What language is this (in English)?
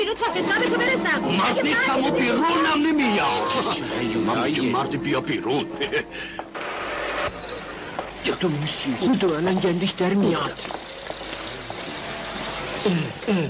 Persian